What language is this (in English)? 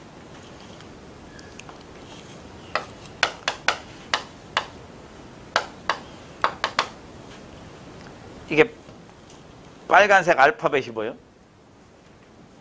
Korean